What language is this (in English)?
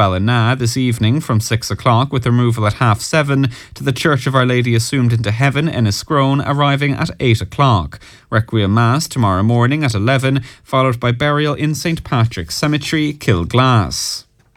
English